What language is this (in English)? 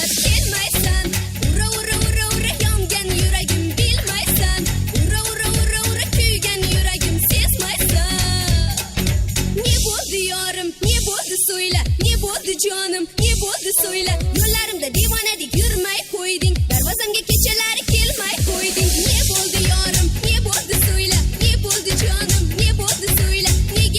Kara-Kalpak